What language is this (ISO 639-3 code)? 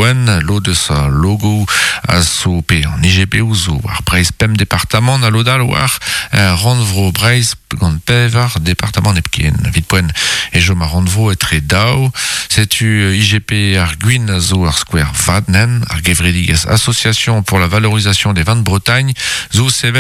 bre